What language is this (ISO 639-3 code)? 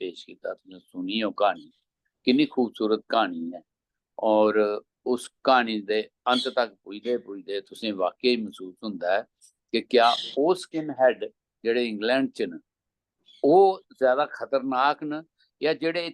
doi